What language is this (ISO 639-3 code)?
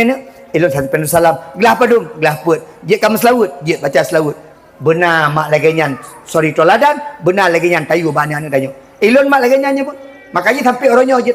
ace